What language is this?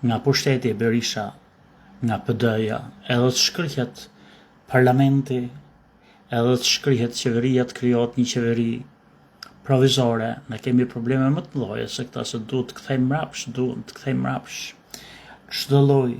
Albanian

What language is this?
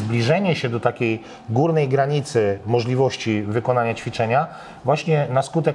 Polish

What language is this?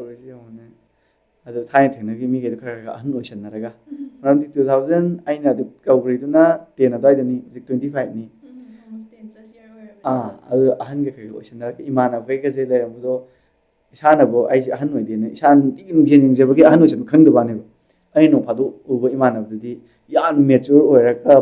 Manipuri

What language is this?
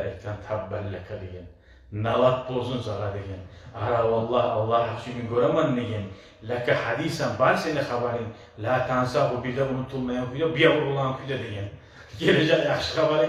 Kumyk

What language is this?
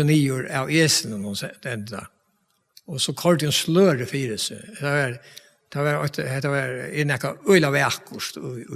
Faroese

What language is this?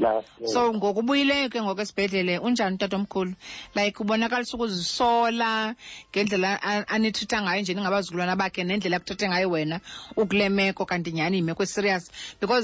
Xhosa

